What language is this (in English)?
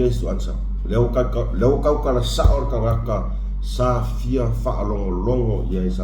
Samoan